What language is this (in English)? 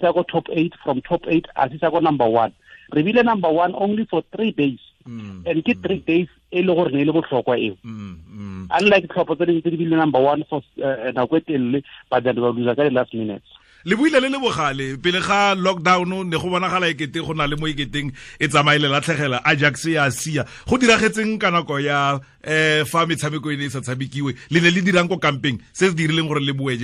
Tswana